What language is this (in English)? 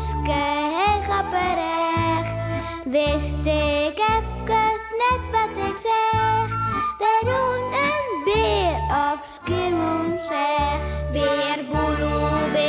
Western Frisian